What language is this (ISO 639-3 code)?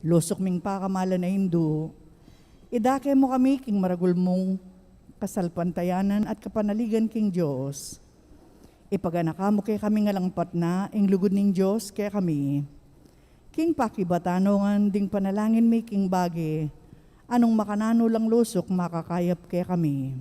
pam